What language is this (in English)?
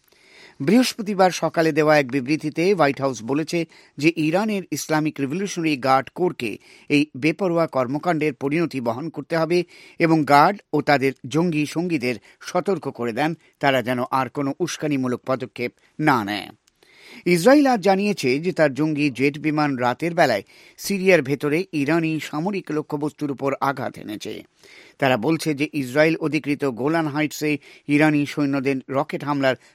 Bangla